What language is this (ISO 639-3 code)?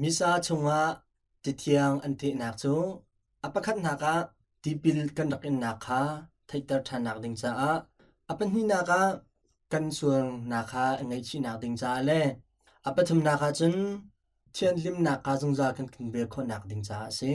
cnh